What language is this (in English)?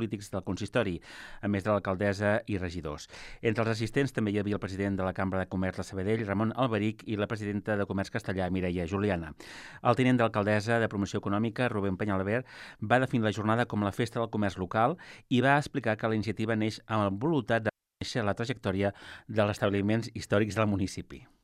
Catalan